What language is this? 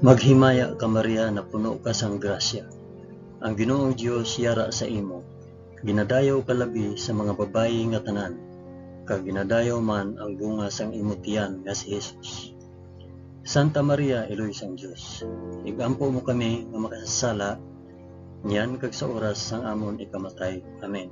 Hiligaynon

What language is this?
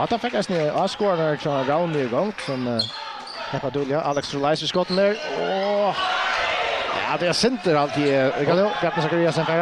Faroese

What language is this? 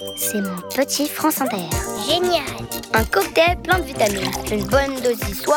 French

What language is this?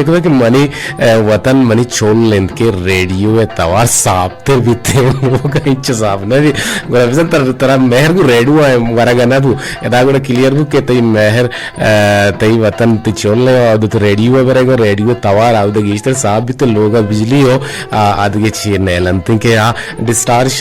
Eastern Balochi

